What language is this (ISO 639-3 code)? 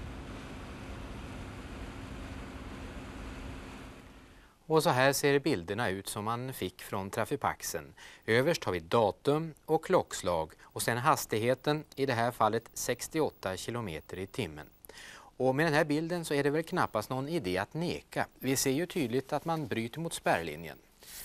swe